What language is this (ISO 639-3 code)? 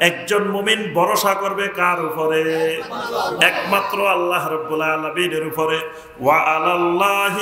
ben